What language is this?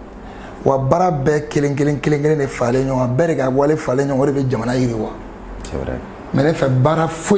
Bambara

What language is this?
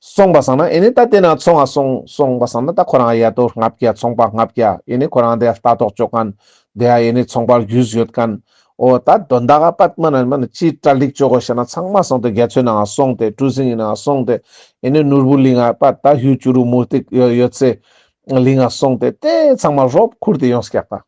Ladakhi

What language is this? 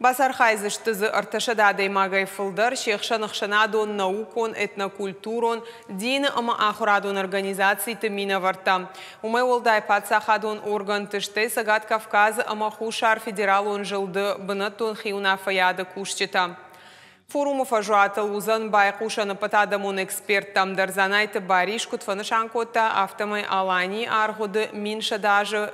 Ossetic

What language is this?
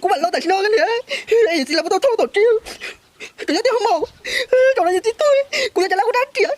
Hmong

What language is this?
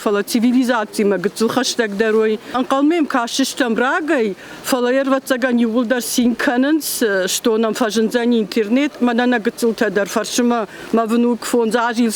Ossetic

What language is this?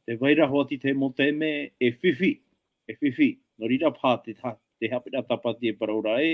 Tahitian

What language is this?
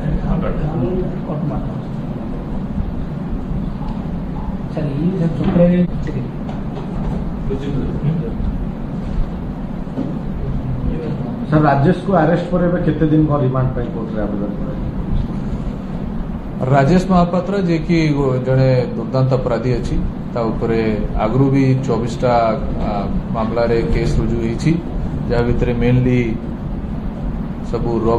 Odia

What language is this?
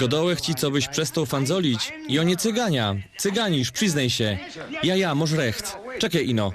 Silesian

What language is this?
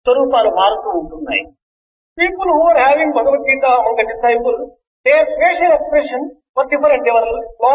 Telugu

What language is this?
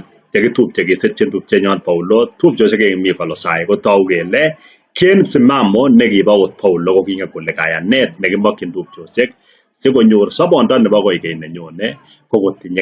Kalenjin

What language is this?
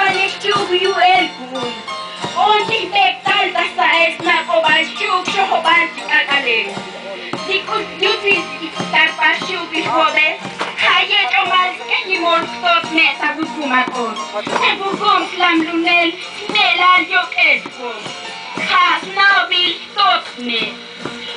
Tzotzil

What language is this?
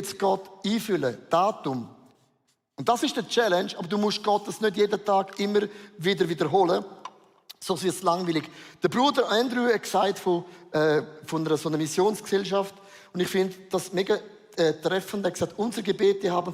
Swiss German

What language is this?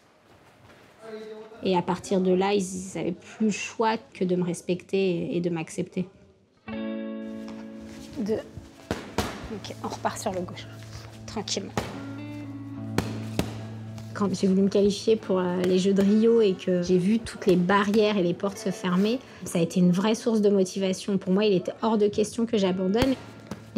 French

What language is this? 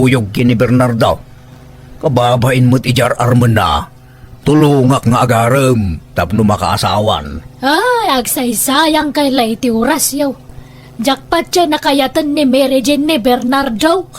Iloko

